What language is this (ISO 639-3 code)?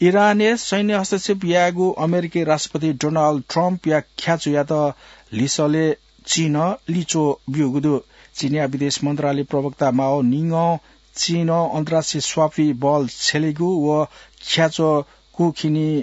new